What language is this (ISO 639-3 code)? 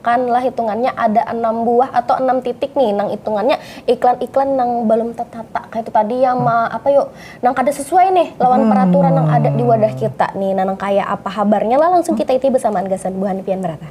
bjn